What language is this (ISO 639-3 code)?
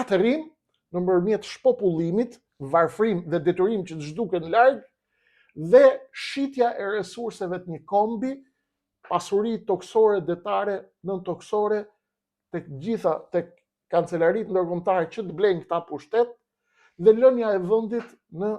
sqi